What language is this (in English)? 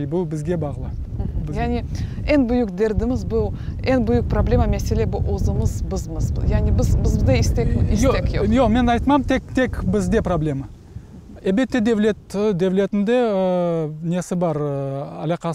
Crimean Tatar